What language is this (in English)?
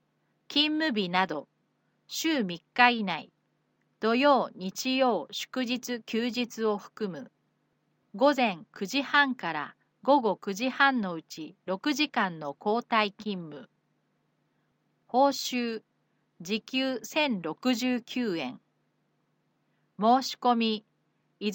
Japanese